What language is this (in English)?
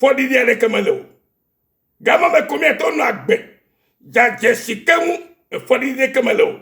Ewe